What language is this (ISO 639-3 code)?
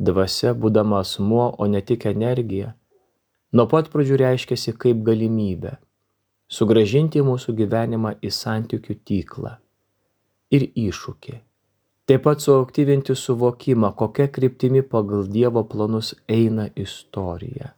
lit